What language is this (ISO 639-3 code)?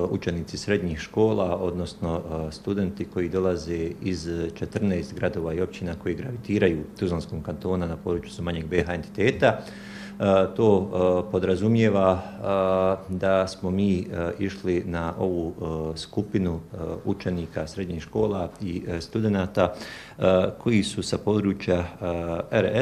bos